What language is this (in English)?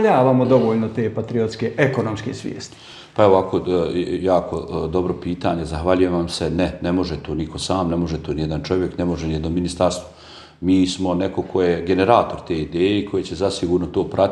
Bosnian